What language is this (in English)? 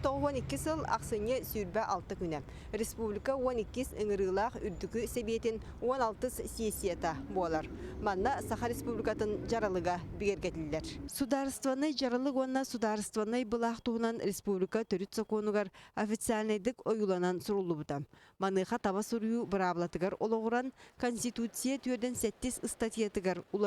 Yakut